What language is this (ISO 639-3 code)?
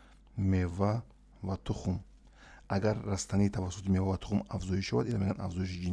tgk